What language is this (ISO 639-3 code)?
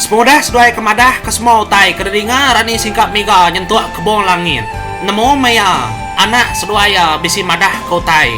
iba